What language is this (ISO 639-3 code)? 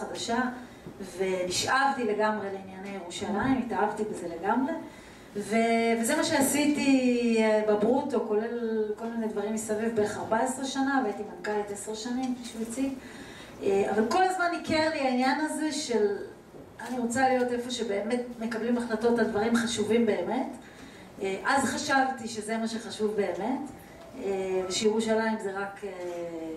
heb